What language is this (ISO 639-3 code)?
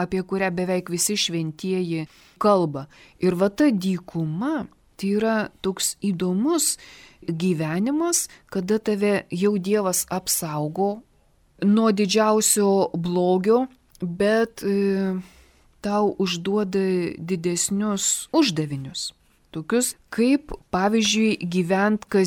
lit